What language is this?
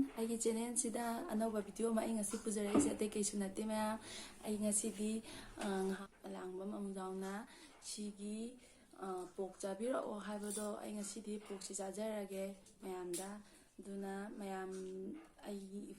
Manipuri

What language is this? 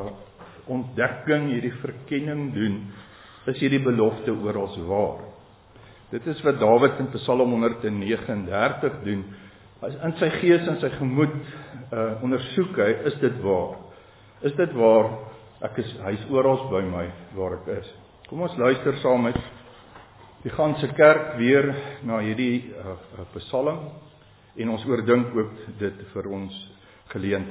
Afrikaans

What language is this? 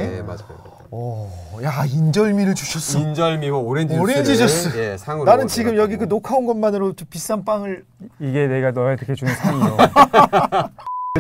Korean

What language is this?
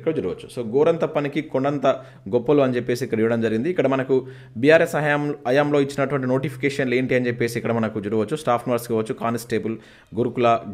Telugu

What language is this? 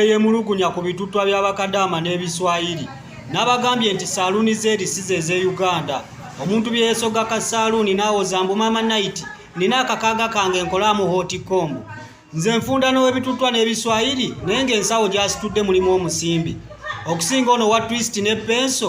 Ganda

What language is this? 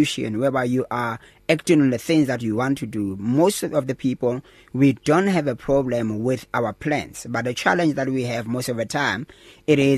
English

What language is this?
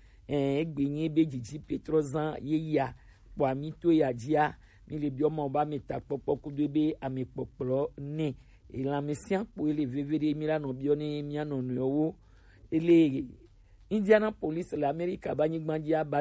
Gen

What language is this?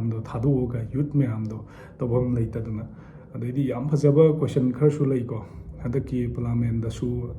Manipuri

